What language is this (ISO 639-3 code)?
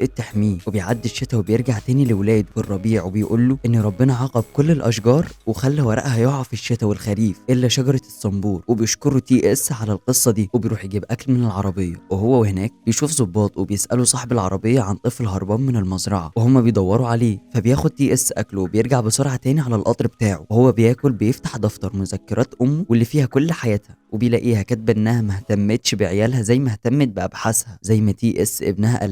arz